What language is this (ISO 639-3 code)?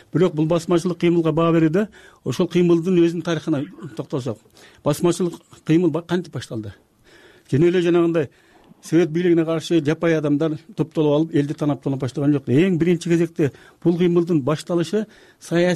kir